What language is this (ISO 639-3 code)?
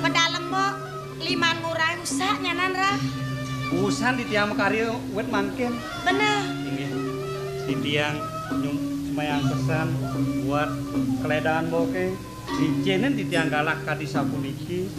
ban